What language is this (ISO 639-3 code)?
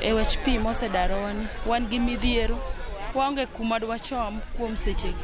luo